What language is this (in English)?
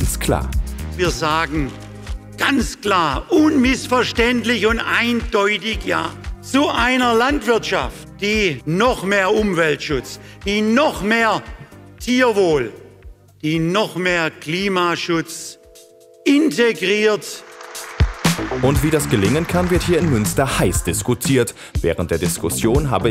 German